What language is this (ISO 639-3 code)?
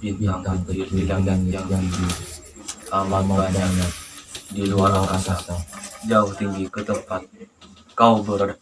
mad